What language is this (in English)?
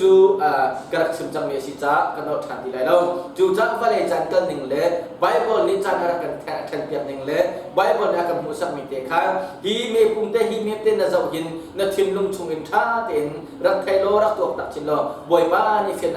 Hakha Chin